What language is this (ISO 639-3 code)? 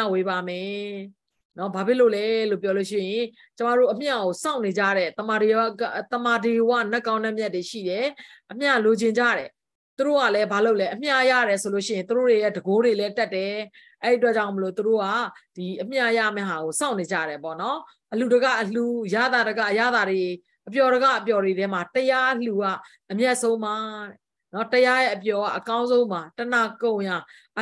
mya